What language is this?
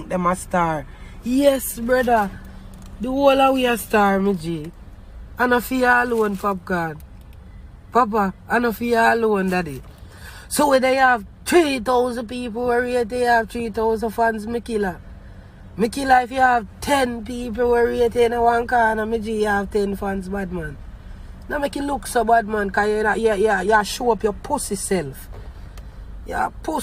Jamaican Creole English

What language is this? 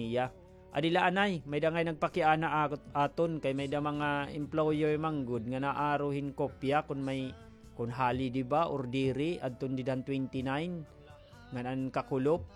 Waray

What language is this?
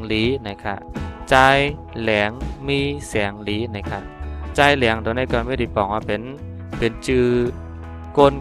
Shan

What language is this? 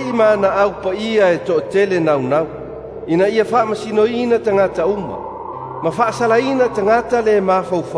Samoan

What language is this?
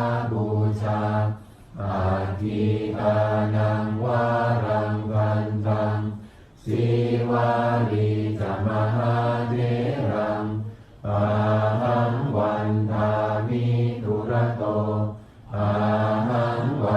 Pali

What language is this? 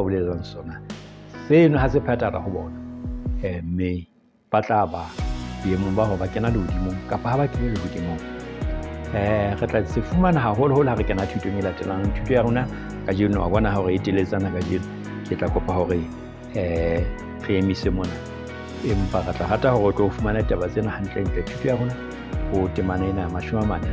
Southern Sotho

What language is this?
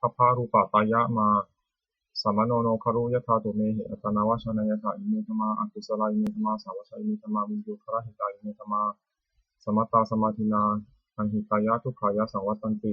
Pali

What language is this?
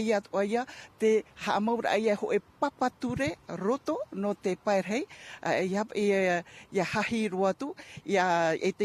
Tahitian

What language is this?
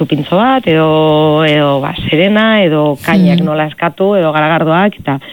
Basque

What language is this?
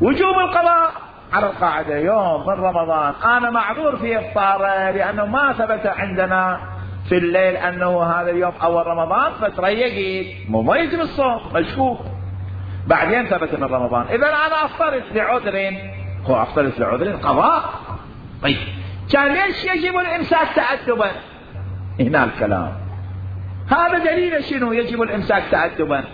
Mesopotamian Arabic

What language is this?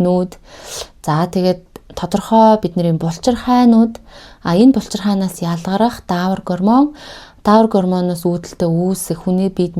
Mongolian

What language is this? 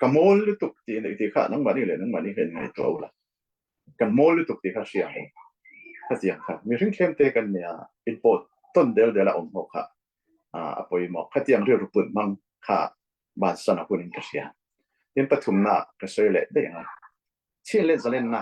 Falam Chin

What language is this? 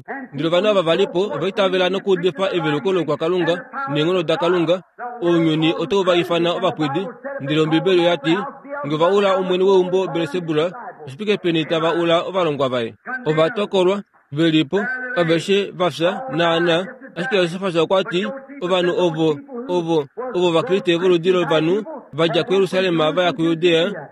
Kuanyama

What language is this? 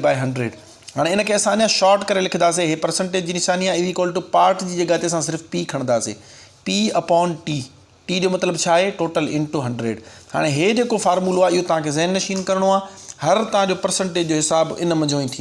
Sindhi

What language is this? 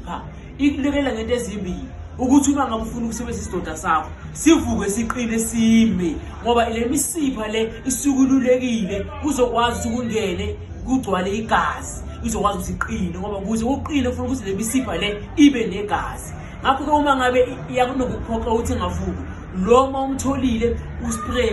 Zulu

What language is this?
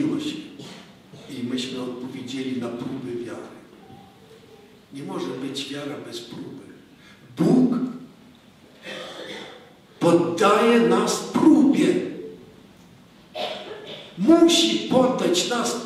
Polish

